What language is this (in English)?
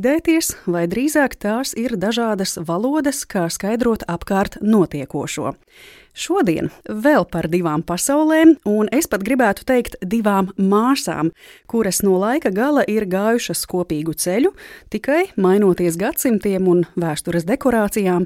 Latvian